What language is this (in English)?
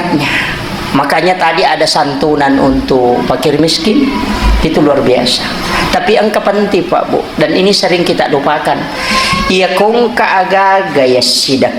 Buginese